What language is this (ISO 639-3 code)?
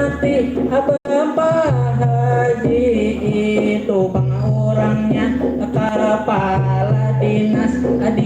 bjn